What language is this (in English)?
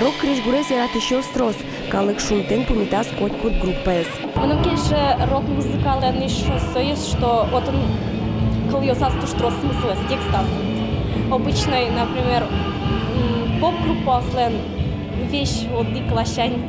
Udmurt